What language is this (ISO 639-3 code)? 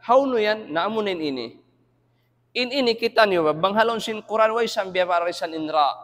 tsg